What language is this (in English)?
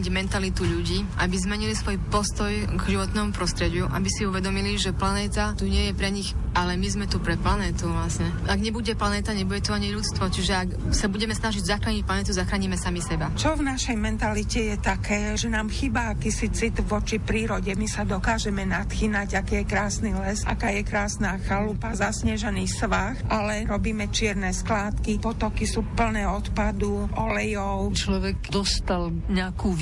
Slovak